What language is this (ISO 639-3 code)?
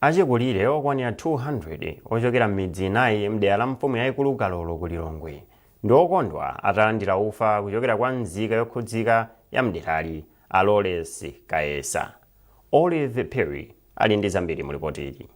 nya